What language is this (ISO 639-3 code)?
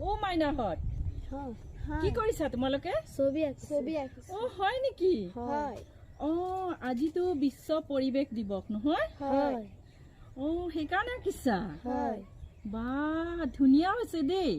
asm